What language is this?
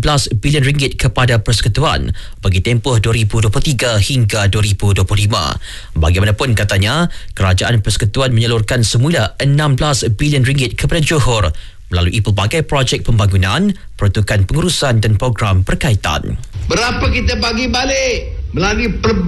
Malay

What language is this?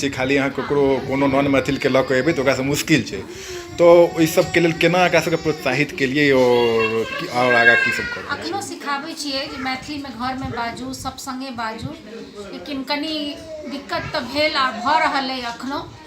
Maithili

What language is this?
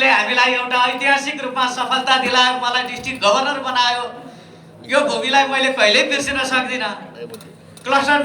Nepali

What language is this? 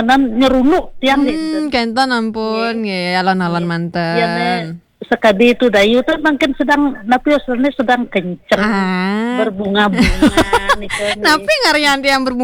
Balinese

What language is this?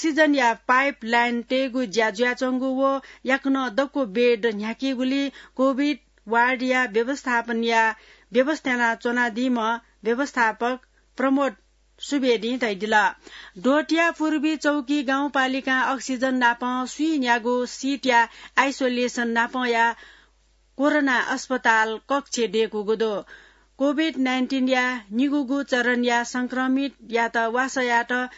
Newari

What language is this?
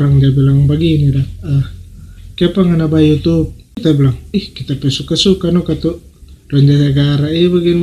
Manado Malay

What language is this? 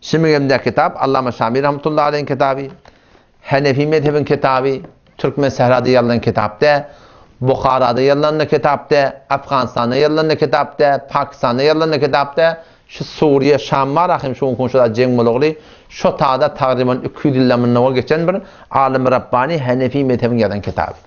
Turkmen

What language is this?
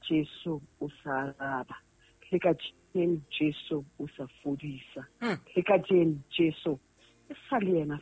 Southern Sotho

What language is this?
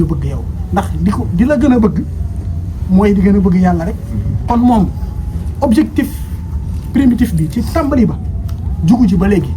Wolof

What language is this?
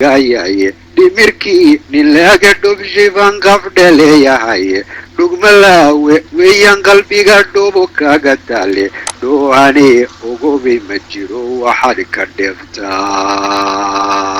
Somali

